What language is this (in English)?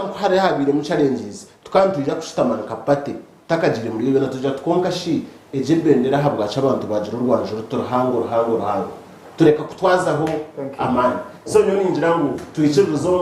Nyankole